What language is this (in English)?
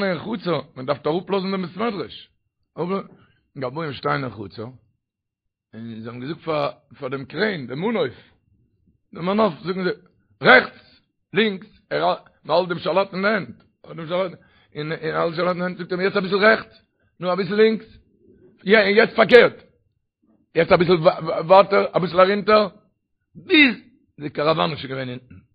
Yiddish